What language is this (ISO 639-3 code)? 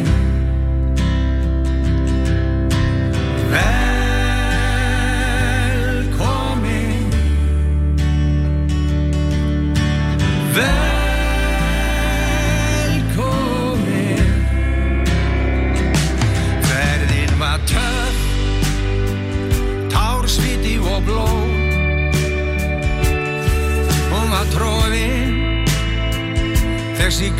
isl